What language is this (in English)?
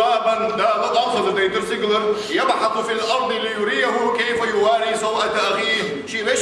Ingush